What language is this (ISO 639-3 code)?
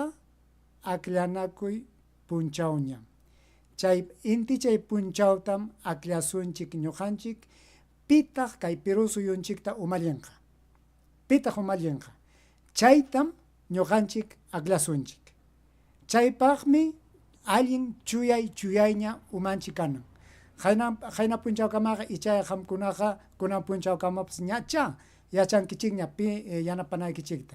quy